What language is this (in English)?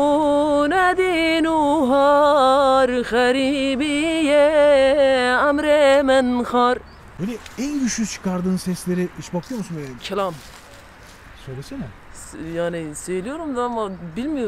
Turkish